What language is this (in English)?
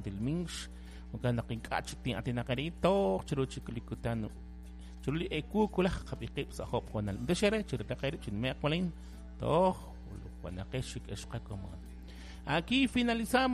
Kekchí